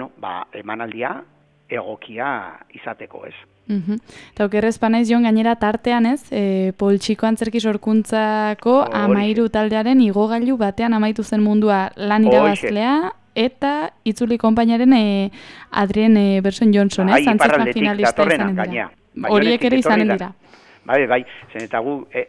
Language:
Basque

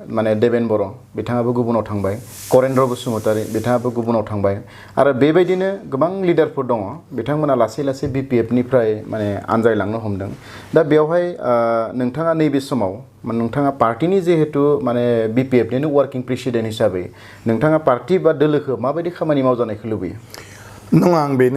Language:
Bodo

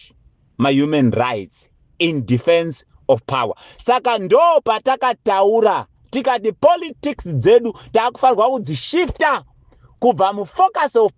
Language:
Shona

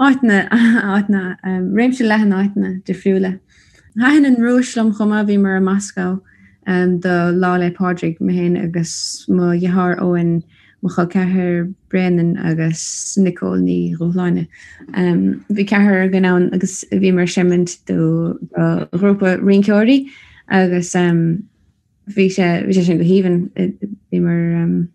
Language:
Irish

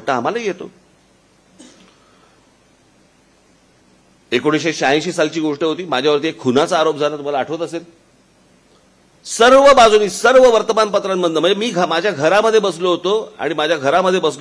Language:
Marathi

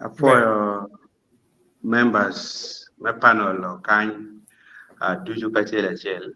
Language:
Acoli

